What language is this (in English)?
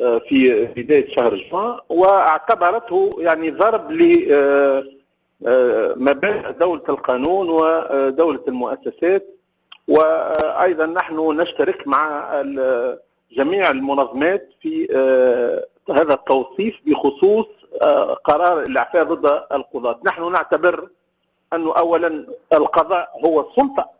Tunisian Arabic